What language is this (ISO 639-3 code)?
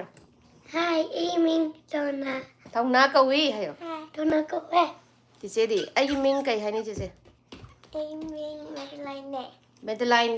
mni